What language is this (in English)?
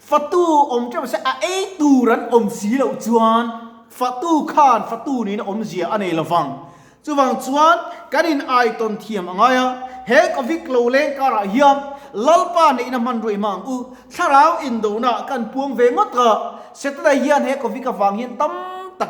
Mizo